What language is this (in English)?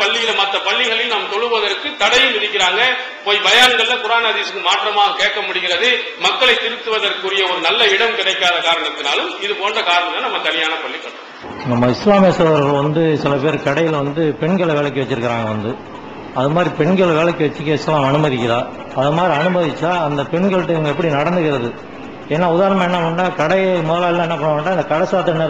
Tamil